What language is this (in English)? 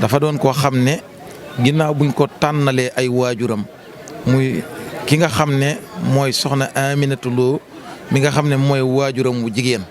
Wolof